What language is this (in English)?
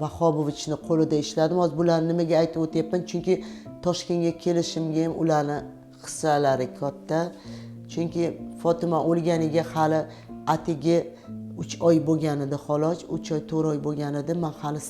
Uzbek